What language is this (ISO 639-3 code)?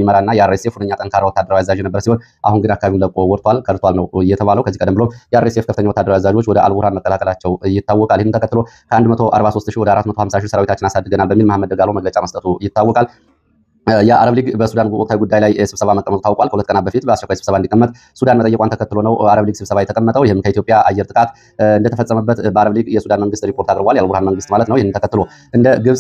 amh